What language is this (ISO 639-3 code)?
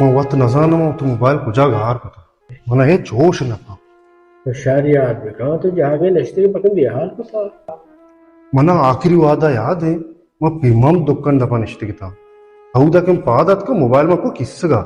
bal